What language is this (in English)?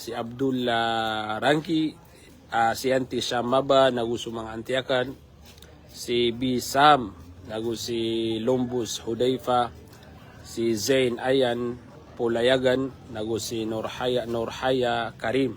Maranao